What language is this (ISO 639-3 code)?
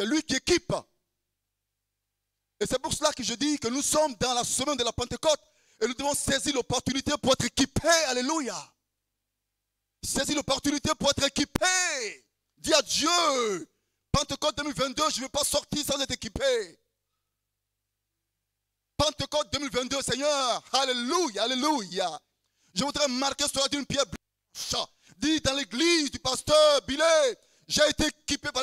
fra